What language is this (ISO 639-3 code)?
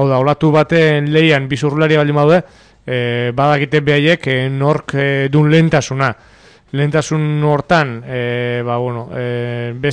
eus